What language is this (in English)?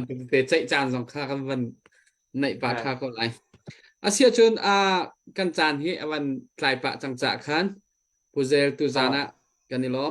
Hakha Chin